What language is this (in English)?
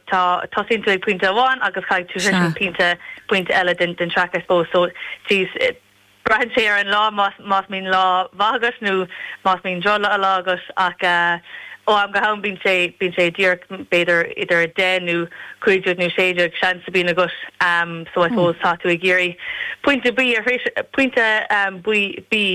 Irish